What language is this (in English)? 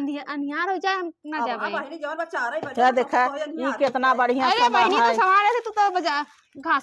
Awadhi